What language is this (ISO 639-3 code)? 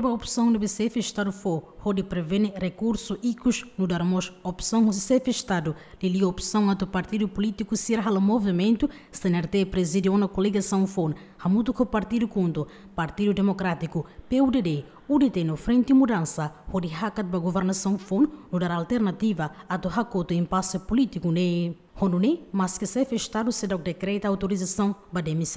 tet